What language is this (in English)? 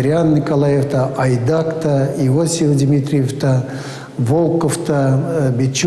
Chuvash